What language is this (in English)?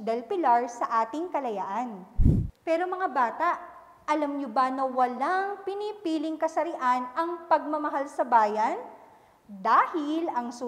Filipino